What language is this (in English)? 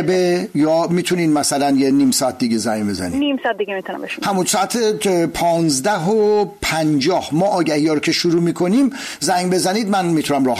Persian